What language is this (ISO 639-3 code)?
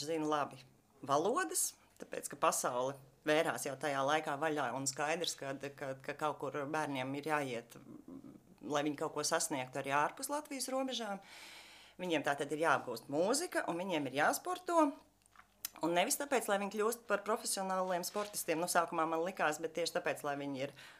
lav